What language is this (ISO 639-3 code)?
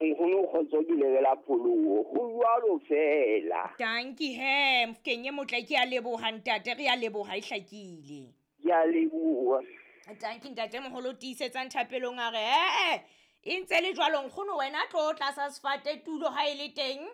sot